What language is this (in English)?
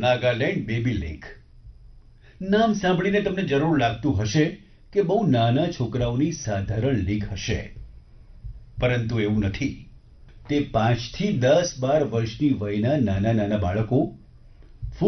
Gujarati